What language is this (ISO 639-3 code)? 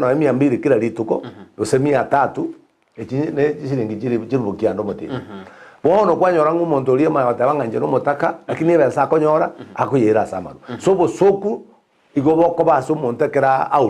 guz